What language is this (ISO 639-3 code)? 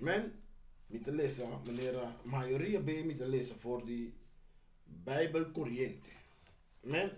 pap